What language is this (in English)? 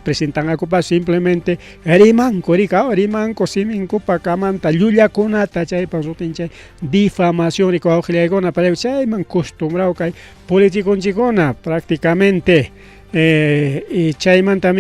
Ayacucho Quechua